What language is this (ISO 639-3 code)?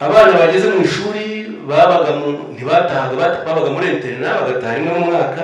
kin